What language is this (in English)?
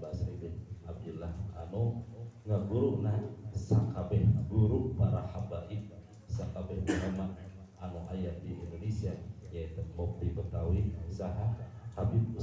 Sundanese